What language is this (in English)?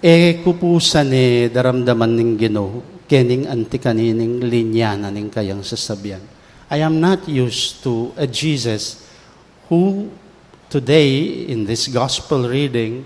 Pampanga